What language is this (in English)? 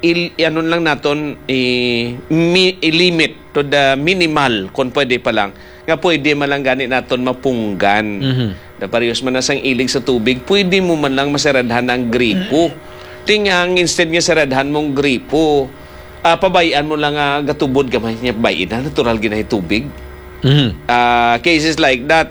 Hiligaynon